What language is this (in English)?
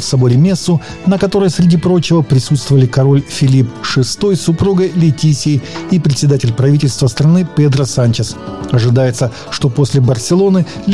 Russian